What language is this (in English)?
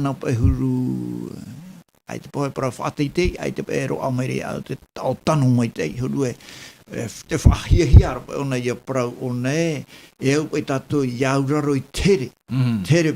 Tahitian